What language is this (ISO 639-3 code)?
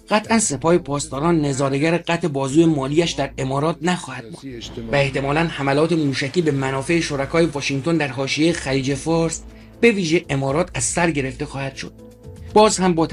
fas